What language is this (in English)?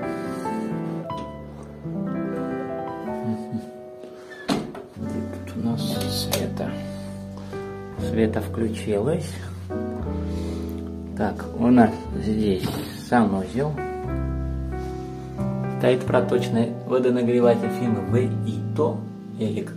Russian